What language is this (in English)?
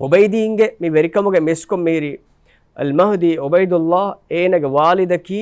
Divehi